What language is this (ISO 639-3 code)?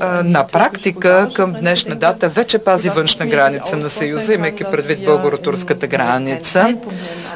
bul